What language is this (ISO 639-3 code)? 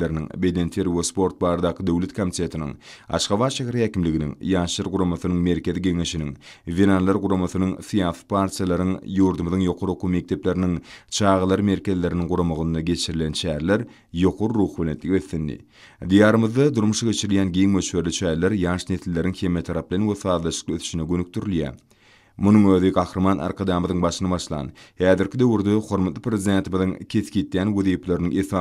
tuk